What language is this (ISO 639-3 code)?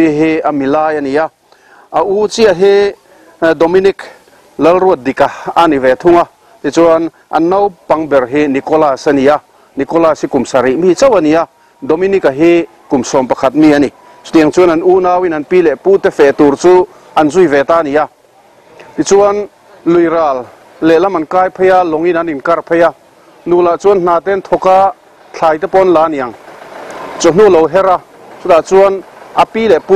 lus